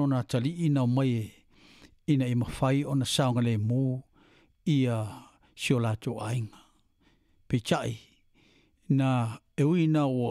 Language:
Samoan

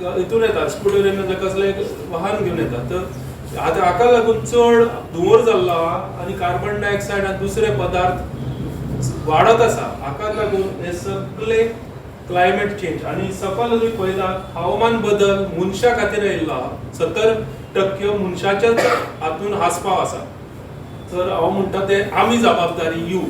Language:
Konkani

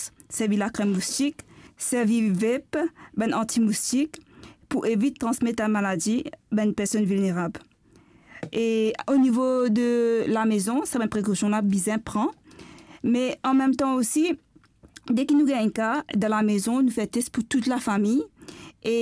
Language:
Morisyen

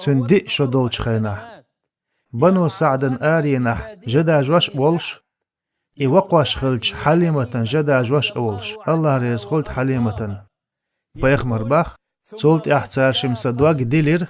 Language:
Chechen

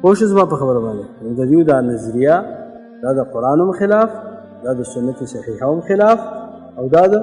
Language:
Pashto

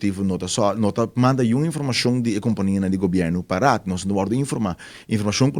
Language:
Papiamento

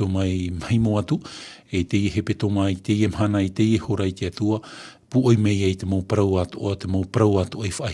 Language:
Tahitian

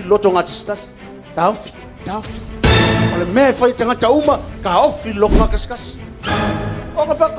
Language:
Samoan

